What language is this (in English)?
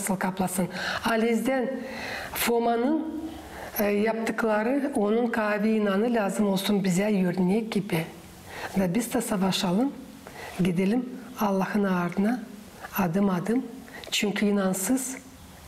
Gagauz